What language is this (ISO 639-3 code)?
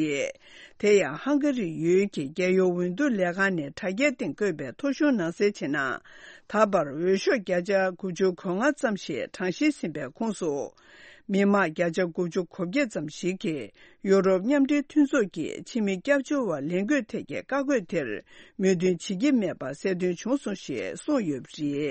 bod